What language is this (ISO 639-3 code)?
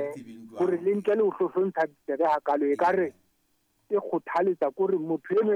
sot